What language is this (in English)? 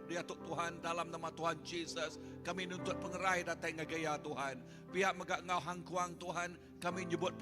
Iban